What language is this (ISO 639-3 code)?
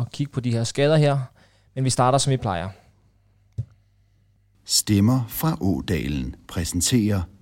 dan